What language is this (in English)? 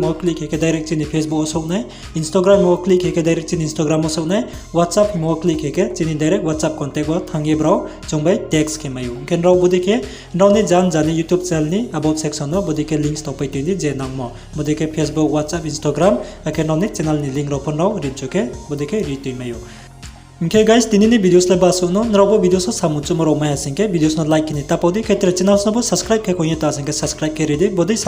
Riang (India)